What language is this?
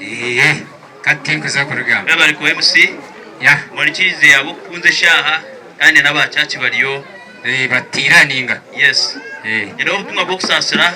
Nyankole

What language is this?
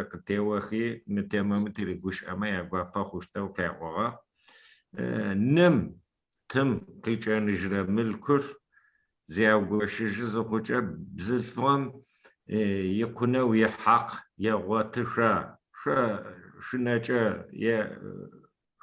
Adyghe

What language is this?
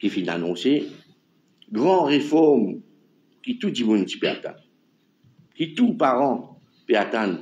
Morisyen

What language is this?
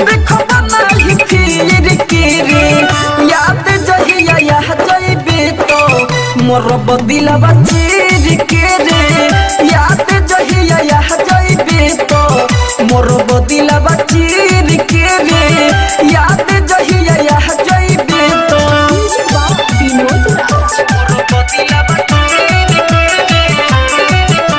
Bhojpuri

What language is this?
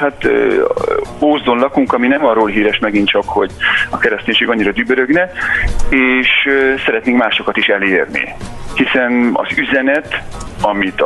Hungarian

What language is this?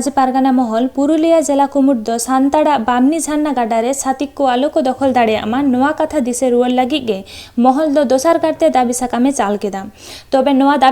Santali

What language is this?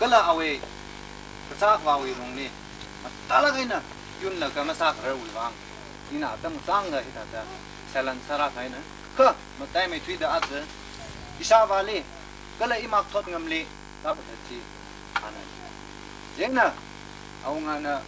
Tangkhul Naga (India)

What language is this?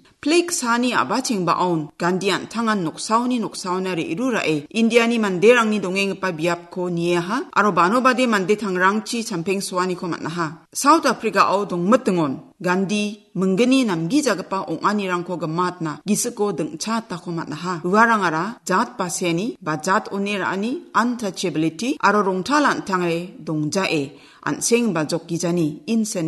Garo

